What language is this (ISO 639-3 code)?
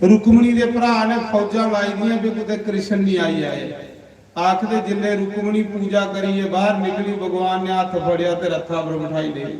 doi